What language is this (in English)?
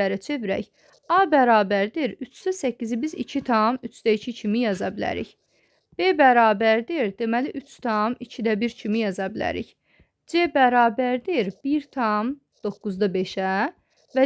Azerbaijani